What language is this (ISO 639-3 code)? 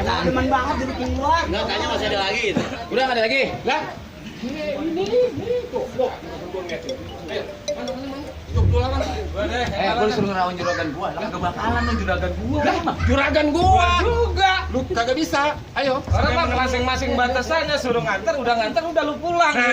bew